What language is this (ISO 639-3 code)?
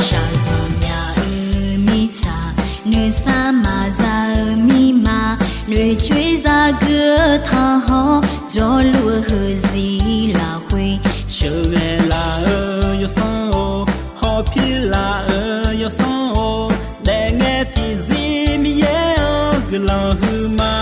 ahk